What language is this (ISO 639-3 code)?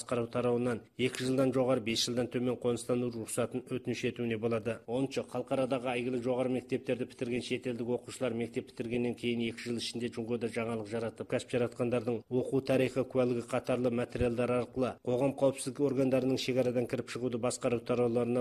kaz